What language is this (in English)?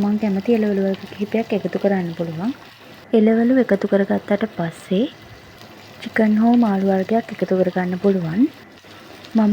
Sinhala